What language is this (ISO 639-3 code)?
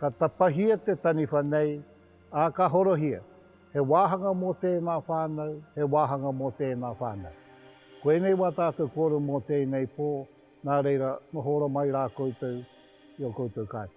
mri